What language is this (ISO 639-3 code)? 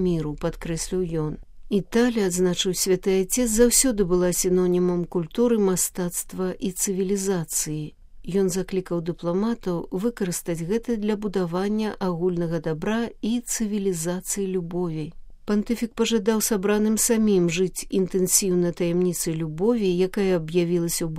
bel